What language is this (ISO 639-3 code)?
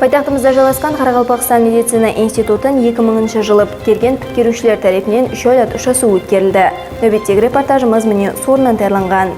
kaa